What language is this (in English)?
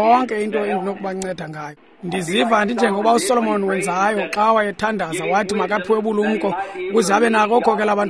Xhosa